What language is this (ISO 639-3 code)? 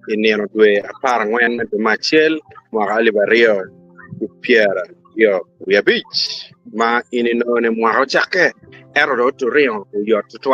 ach